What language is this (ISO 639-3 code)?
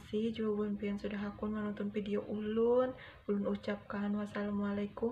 bjn